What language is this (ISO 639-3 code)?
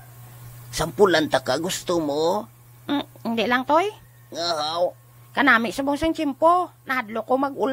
hil